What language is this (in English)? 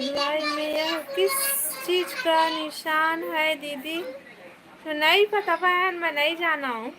Chhattisgarhi